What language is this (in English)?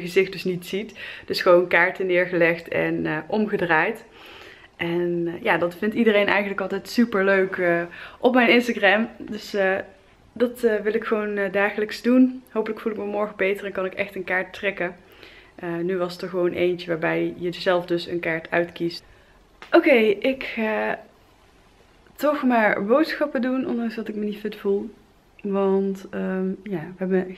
Dutch